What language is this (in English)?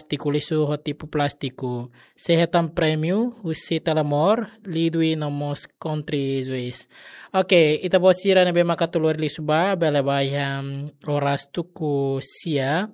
Tetum